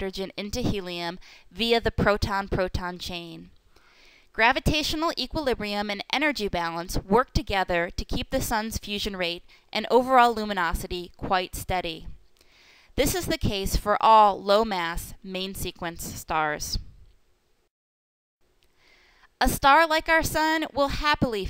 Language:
English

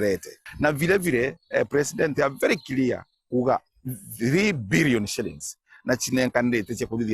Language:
Meru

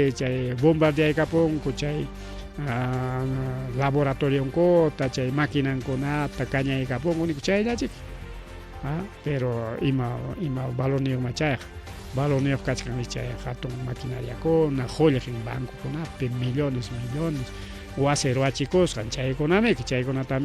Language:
Ayacucho Quechua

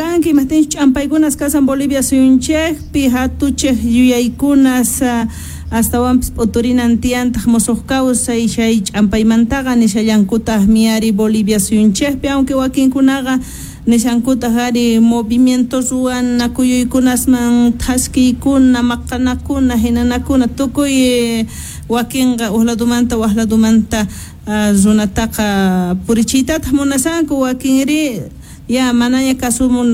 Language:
South Bolivian Quechua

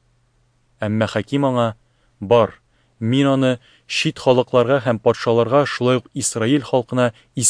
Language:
Tatar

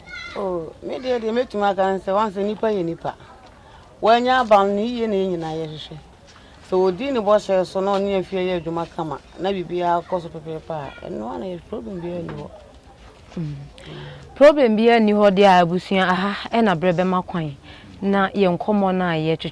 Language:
Akan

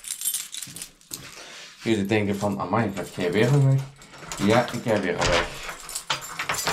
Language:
Dutch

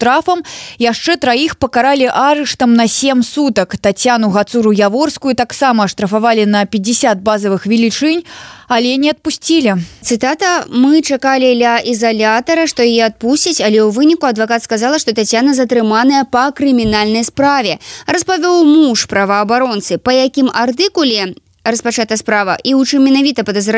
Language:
Belarusian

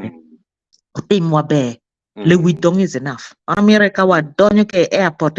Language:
Acoli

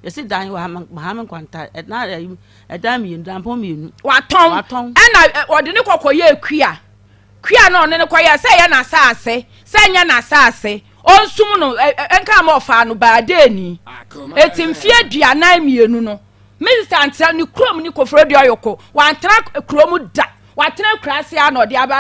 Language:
Akan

